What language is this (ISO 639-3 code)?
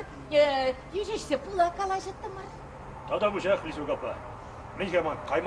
chv